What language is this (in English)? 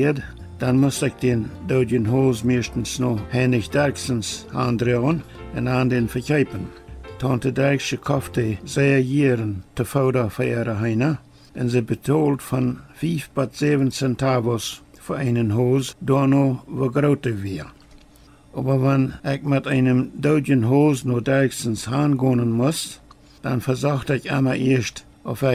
Plautdietsch